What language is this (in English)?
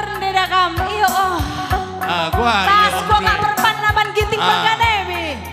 Batak Karo